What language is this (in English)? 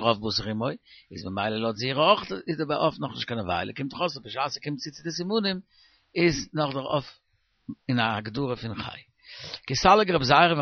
Yiddish